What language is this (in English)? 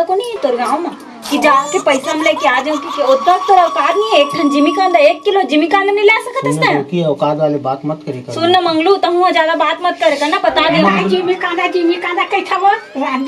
Chhattisgarhi